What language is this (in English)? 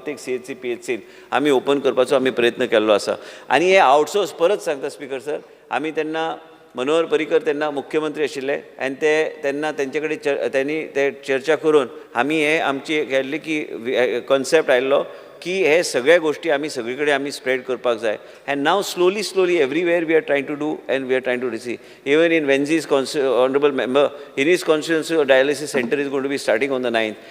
Konkani